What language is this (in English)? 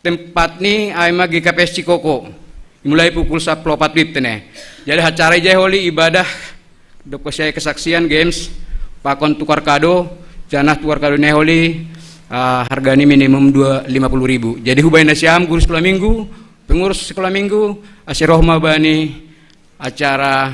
Batak Simalungun